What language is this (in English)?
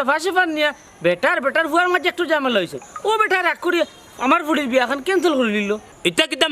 Sylheti